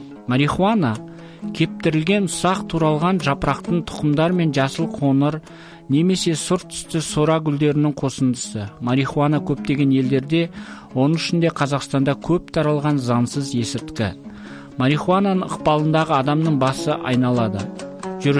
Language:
Kazakh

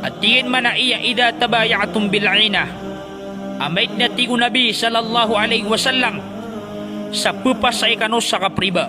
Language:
Maranao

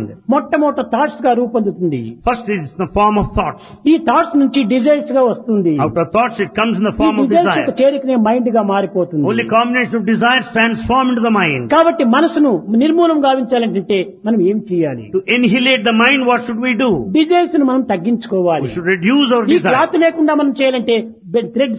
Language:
Telugu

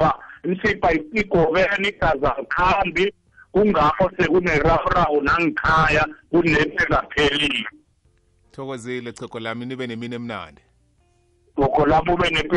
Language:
South Ndebele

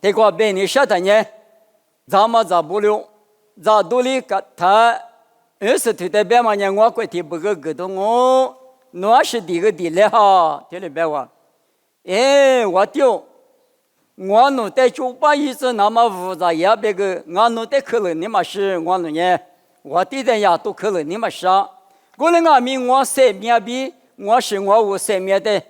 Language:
Lisu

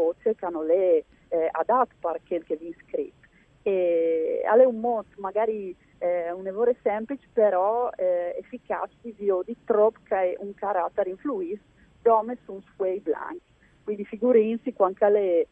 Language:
Friulian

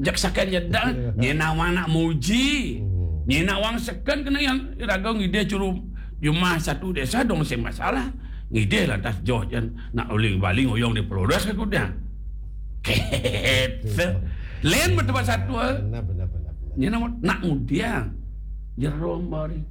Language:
Balinese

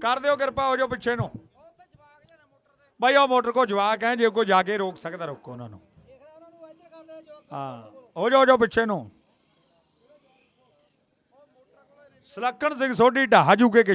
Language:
Punjabi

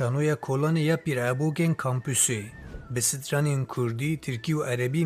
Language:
Kurdish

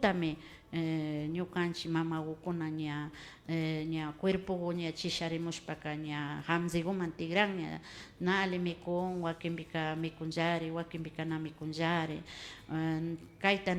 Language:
Imbabura Highland Quichua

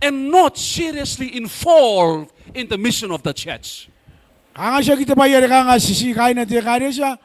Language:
Gilbertese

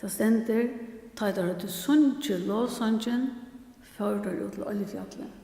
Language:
Faroese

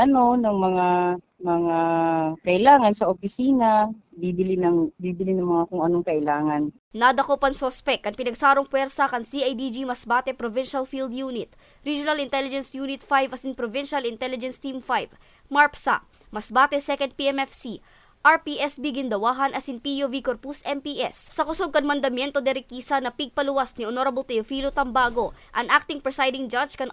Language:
Bikol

